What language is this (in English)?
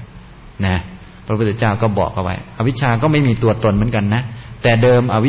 Thai